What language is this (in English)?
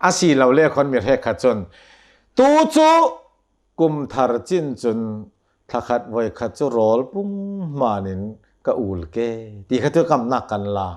Hakha Chin